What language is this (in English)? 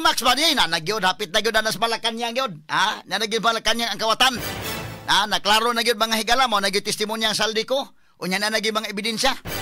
Cebuano